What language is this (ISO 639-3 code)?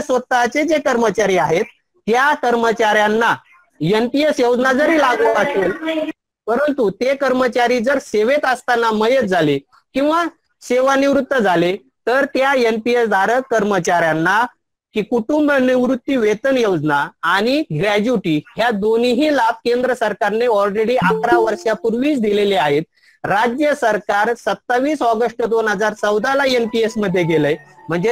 mar